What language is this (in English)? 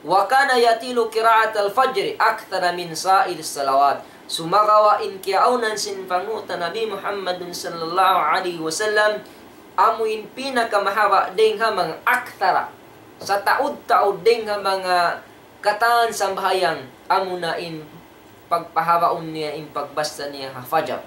Tausug